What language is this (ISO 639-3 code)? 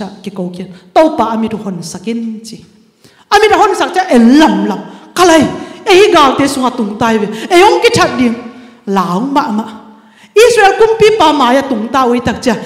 ctd